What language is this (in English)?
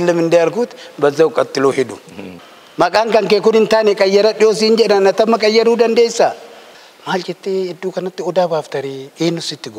Oromo